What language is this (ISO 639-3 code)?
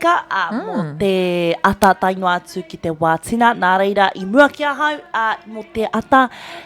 mri